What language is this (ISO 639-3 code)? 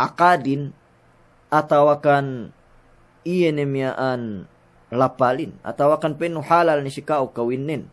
yka